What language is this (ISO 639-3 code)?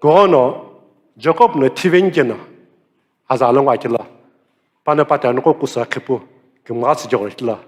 nsm